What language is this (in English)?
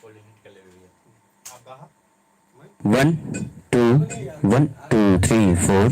Chhattisgarhi